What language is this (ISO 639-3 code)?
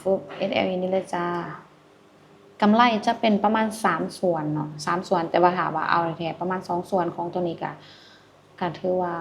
lao